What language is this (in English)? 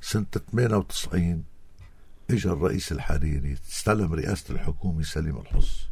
North Levantine Arabic